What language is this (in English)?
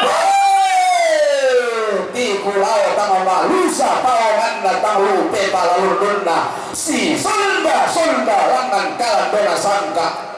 Toraja-Sa'dan